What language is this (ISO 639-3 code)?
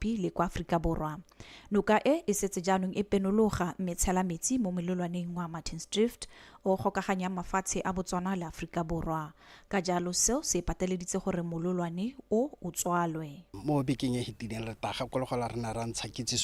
tsn